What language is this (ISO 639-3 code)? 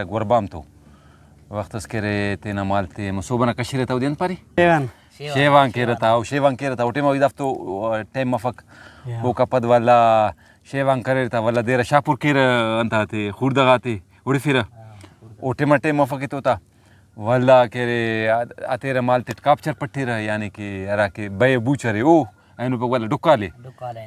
brh